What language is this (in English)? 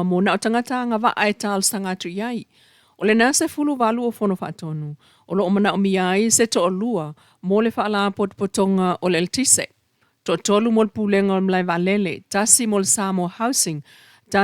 Samoan